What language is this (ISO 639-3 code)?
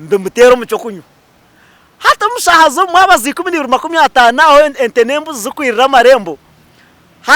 nyn